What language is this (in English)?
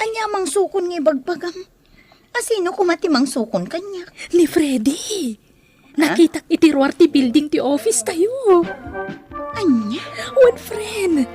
Iloko